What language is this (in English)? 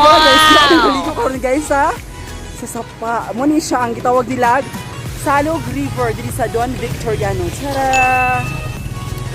Cebuano